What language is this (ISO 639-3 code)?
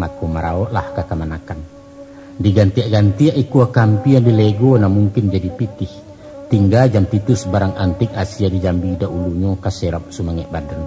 min